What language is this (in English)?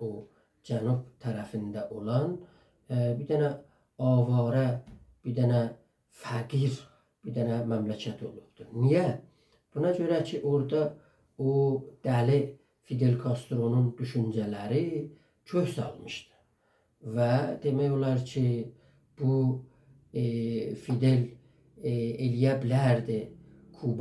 South Azerbaijani